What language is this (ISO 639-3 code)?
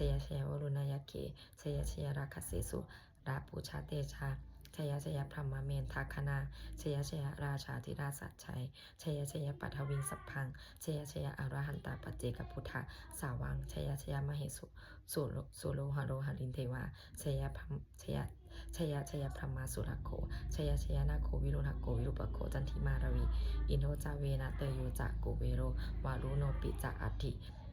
pli